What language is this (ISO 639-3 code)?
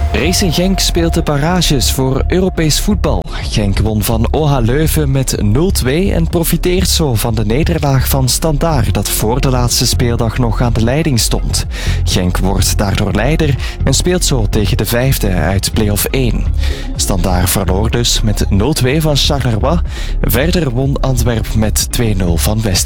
nld